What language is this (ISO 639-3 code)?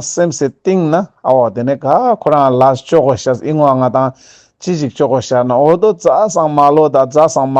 lbj